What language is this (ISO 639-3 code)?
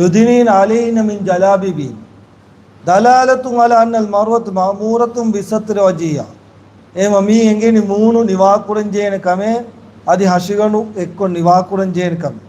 div